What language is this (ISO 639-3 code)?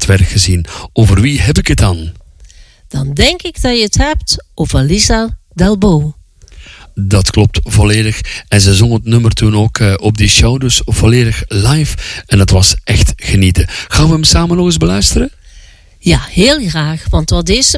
nld